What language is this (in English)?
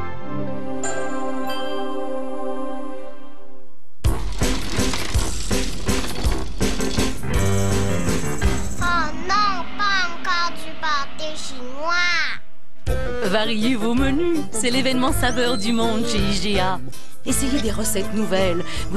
French